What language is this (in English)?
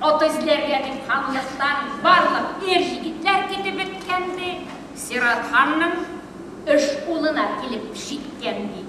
Bashkir